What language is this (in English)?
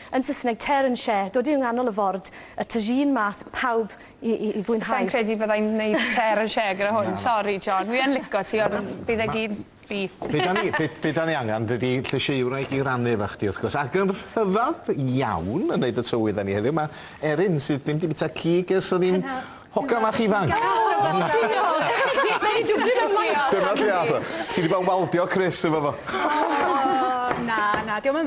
Welsh